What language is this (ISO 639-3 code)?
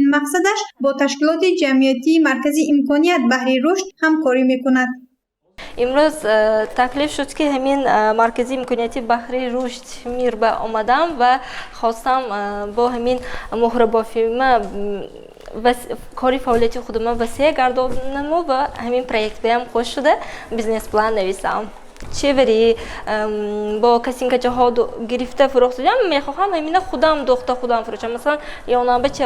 tgk